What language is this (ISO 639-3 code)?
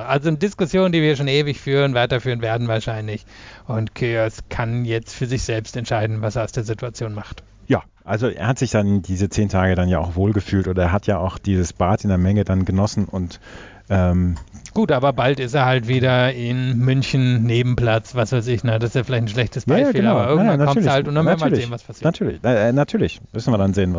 deu